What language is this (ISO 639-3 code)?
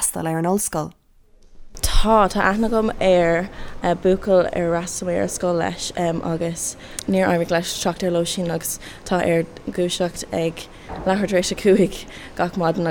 gle